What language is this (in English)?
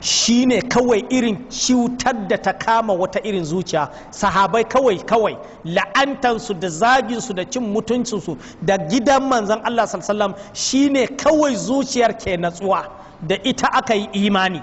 Hausa